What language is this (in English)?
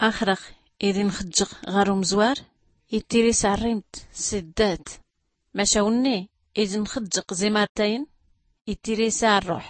Tachelhit